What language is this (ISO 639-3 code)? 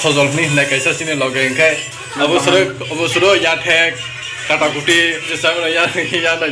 trp